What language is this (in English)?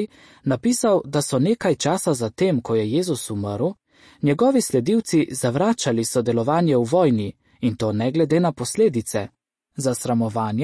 Slovenian